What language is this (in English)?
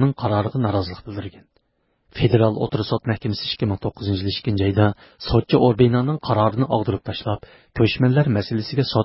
Uyghur